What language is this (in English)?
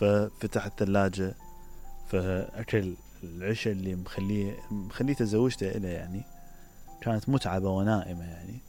Mesopotamian Arabic